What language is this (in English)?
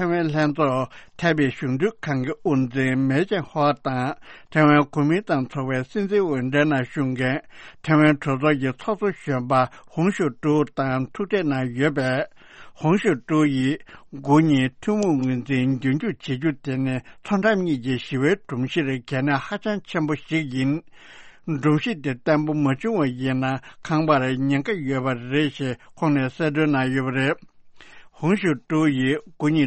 Tibetan